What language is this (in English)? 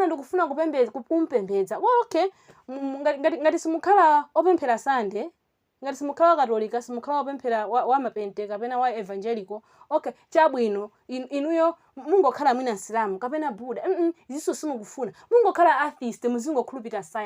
Nyanja